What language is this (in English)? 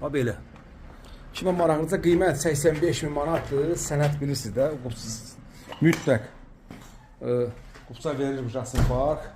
Azerbaijani